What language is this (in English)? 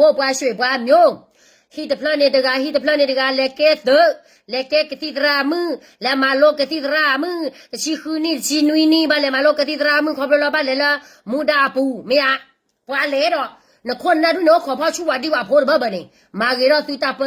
S'gaw Karen